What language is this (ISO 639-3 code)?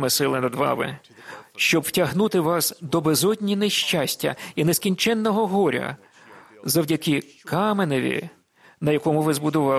ukr